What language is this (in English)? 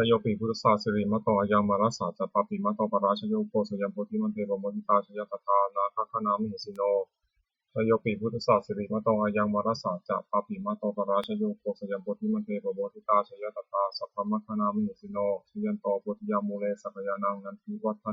Pali